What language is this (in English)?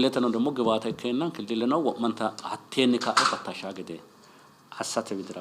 Sidamo